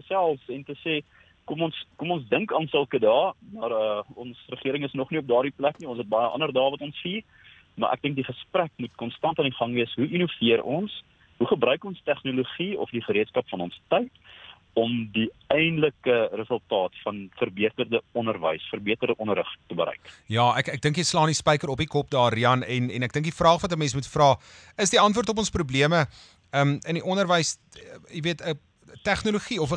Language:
Afrikaans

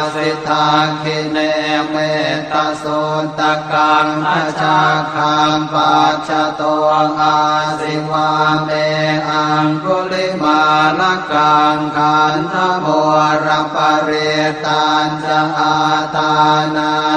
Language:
Pali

